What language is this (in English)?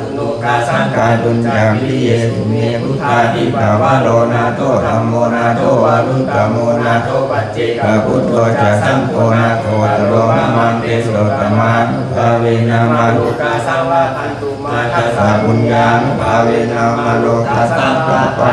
Pali